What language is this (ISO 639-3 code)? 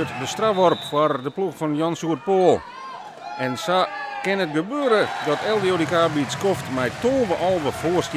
fry